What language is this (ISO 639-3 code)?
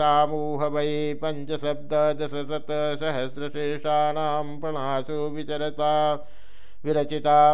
san